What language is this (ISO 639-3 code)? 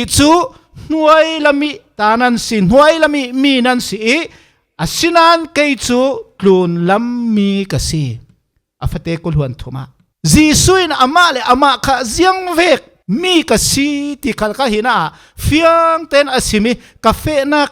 cfm